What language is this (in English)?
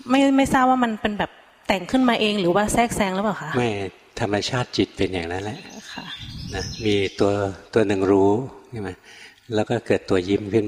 Thai